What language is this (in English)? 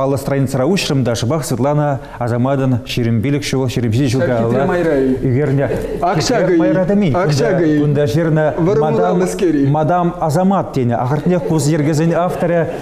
Chuvash